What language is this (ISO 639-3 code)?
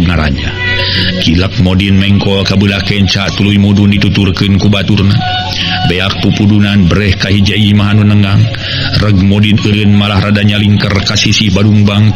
sun